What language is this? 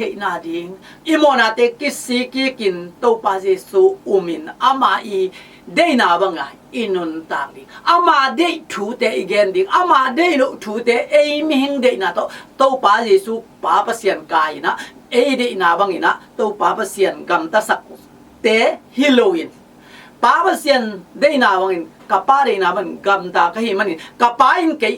Tedim Chin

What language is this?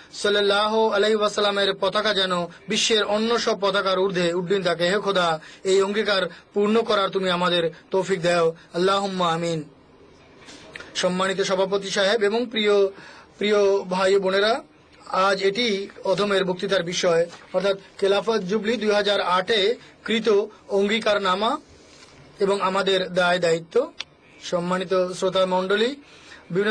Bangla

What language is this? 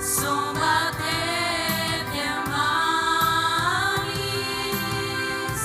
Ambonese Malay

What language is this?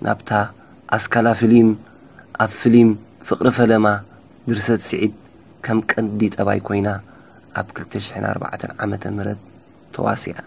Tigrinya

